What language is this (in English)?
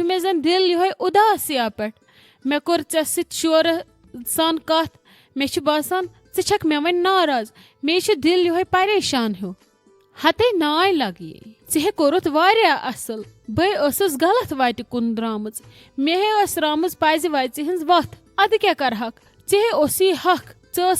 Kashmiri